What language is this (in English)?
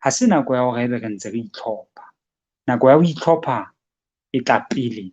Southern Sotho